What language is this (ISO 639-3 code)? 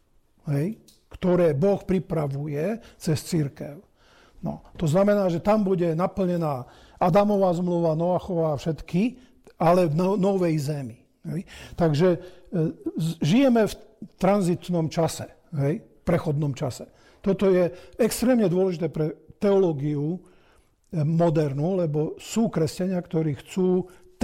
slk